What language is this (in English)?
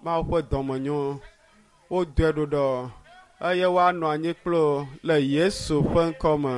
Ewe